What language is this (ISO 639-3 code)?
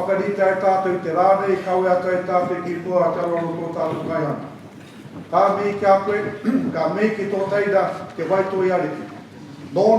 mri